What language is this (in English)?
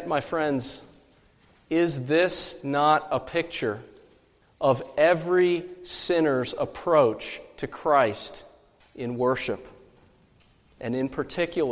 English